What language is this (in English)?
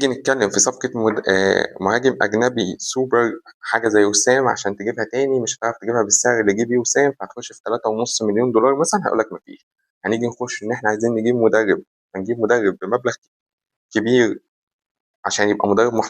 Egyptian Arabic